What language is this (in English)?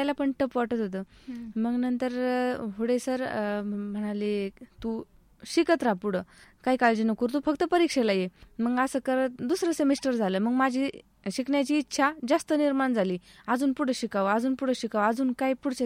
Marathi